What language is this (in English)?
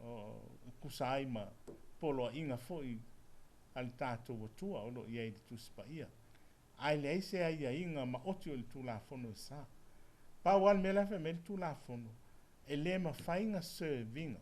Samoan